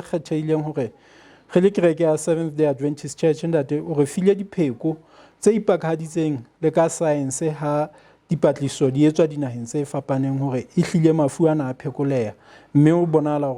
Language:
Southern Sotho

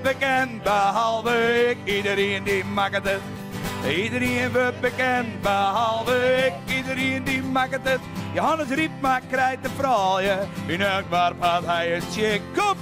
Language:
Western Frisian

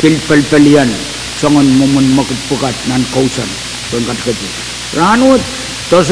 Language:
Pohnpeian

